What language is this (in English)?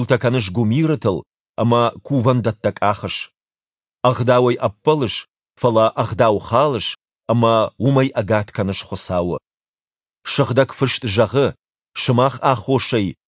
Ossetic